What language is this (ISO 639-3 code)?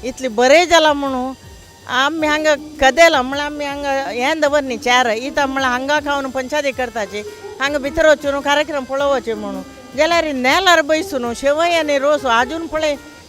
kok